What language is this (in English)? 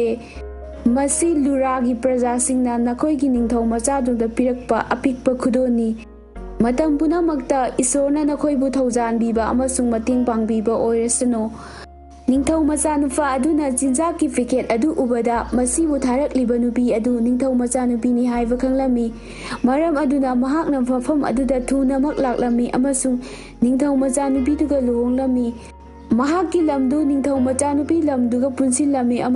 Manipuri